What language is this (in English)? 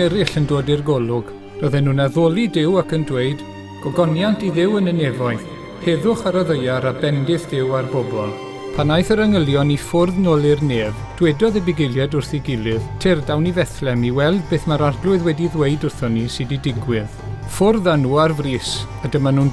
Welsh